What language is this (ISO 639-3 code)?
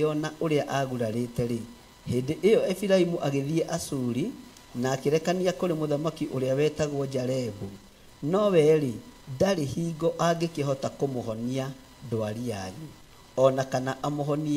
kik